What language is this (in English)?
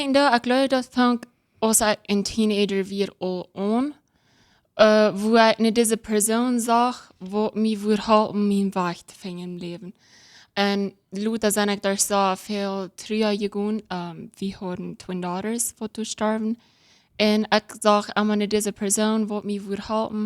Plautdietsch